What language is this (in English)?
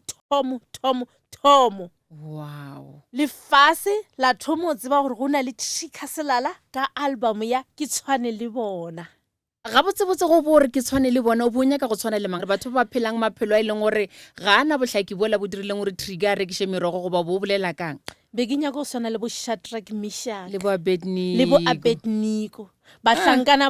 Northern Sotho